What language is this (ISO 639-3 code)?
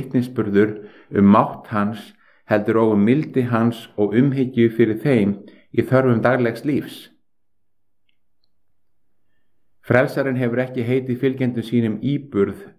isl